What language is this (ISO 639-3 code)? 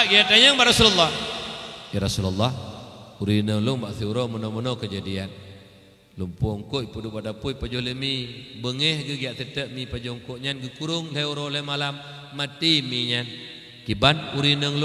ace